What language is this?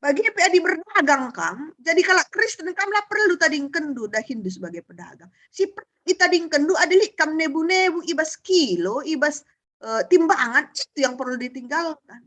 Batak Karo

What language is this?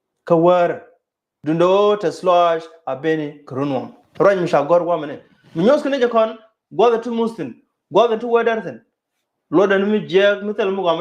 Nuer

